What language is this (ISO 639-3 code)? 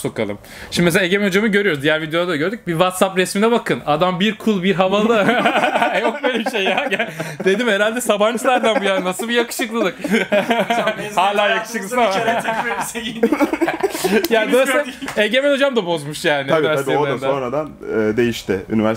tur